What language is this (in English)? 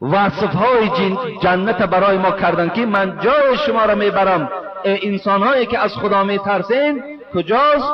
Tajik